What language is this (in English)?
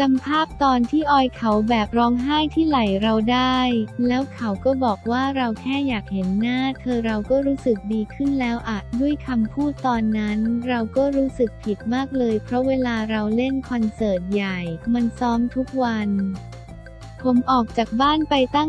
Thai